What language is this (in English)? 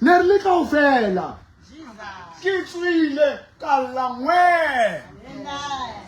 Southern Sotho